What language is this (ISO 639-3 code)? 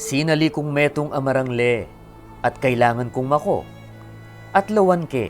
pam